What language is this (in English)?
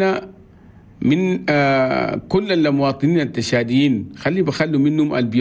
Chadian Arabic